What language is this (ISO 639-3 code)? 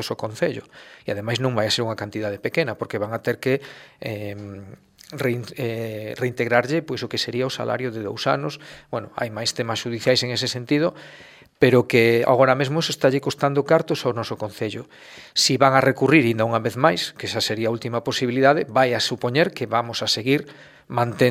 glg